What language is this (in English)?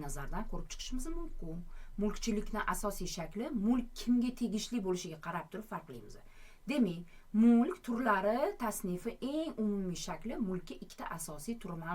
Uzbek